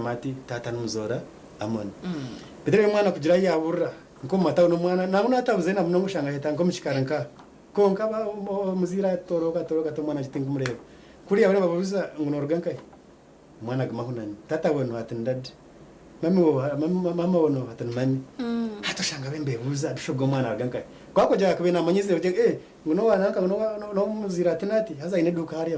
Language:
Nyankole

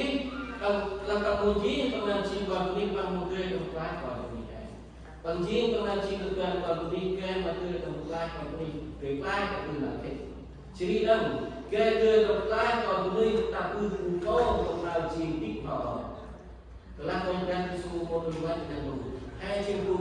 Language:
Central Mnong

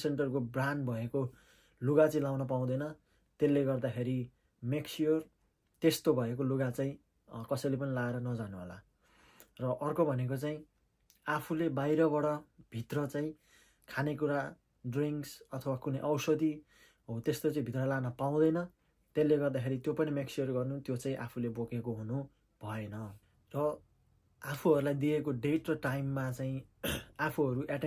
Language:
Nepali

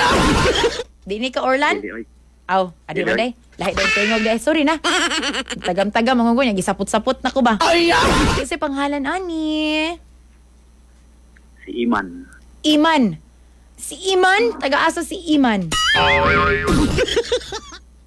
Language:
Cebuano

